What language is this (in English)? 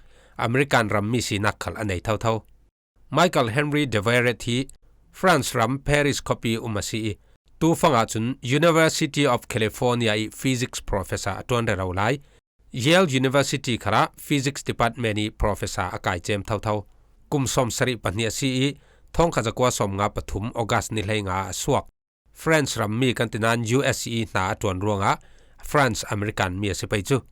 Falam Chin